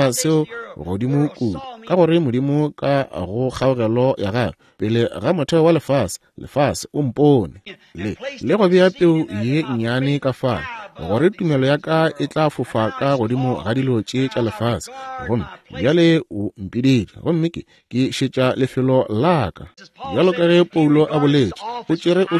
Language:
Northern Sotho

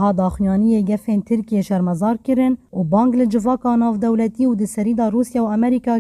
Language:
Kurdish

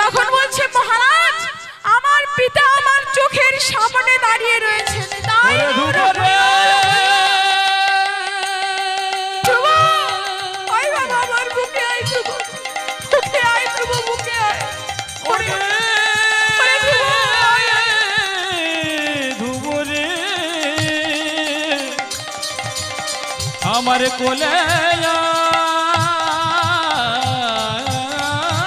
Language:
Bangla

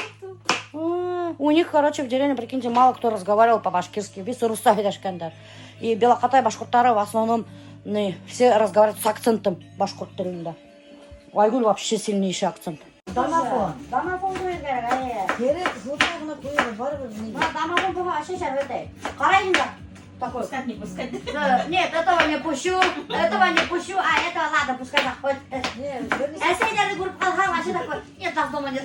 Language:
Bashkir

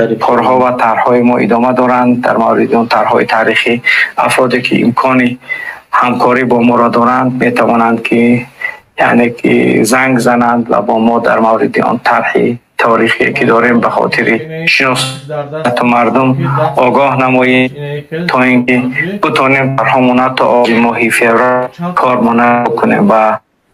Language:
Tajik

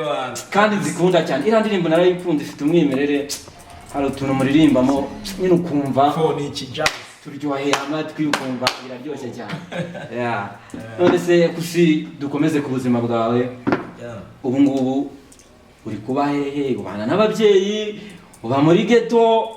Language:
Kinyarwanda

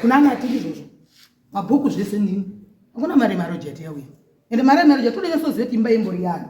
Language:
Shona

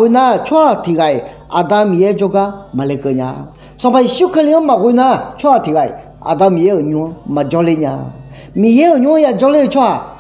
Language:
Akha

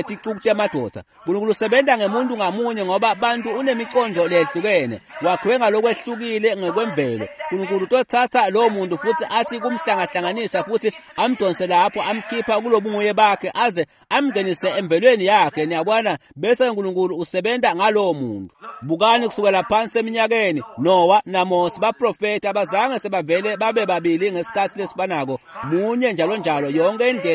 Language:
Swati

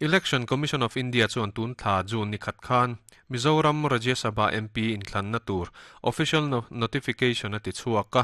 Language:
Mizo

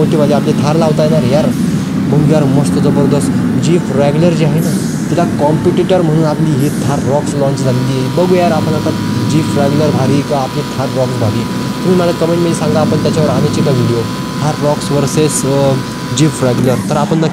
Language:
Marathi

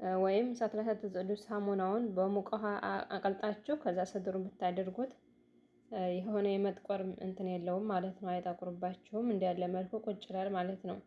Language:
Amharic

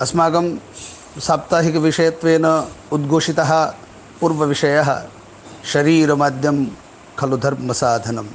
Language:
Sanskrit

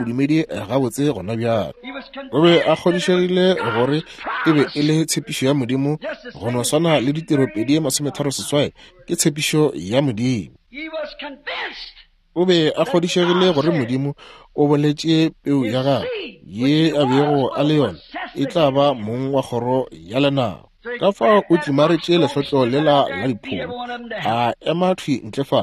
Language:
Northern Sotho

